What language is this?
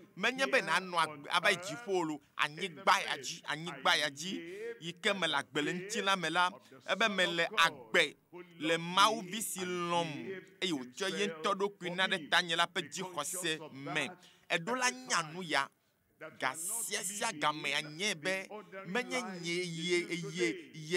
Ewe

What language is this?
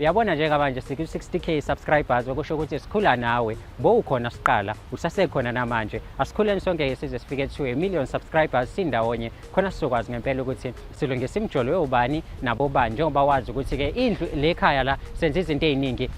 Zulu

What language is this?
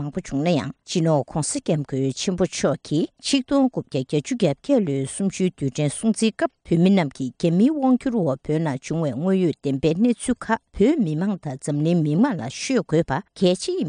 Tibetan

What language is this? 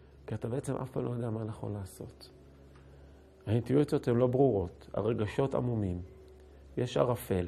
Hebrew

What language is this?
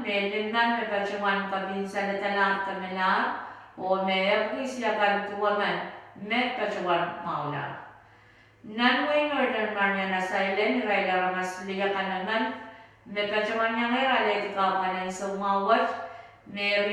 Pohnpeian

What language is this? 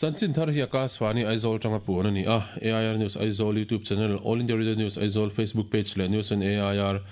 Mizo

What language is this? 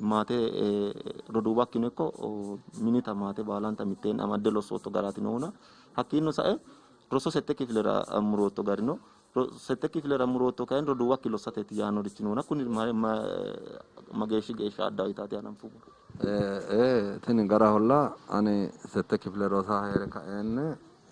Sidamo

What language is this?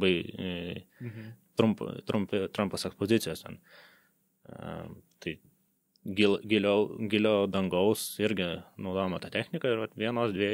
Lithuanian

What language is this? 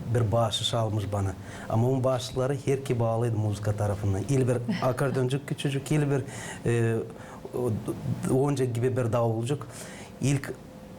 Gagauz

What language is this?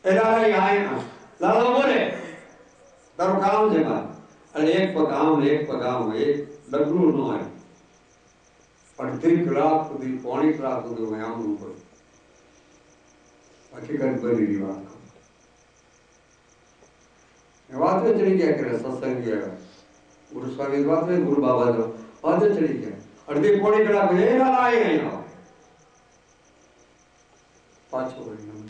Gujarati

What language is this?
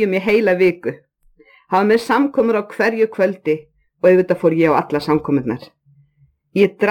Icelandic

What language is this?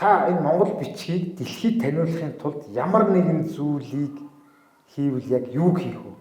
Mongolian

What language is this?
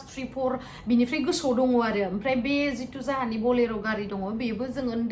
Bodo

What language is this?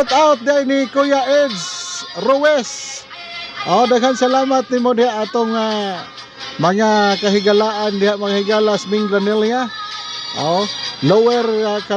Cebuano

